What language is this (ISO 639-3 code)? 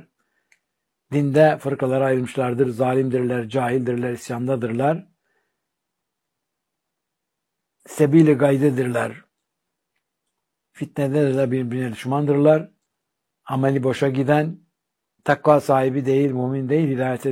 tur